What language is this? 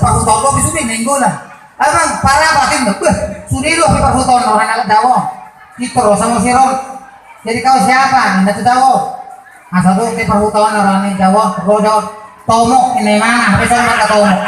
Batak Toba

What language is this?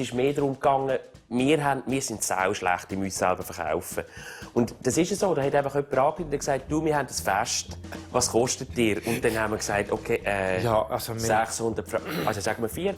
Swiss German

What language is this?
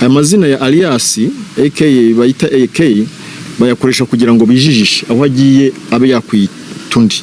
Kinyarwanda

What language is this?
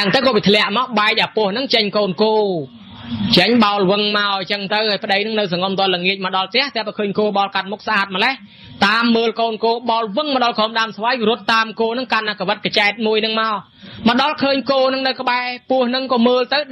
Khmer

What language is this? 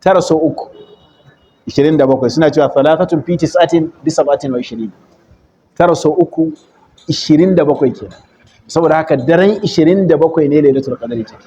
Hausa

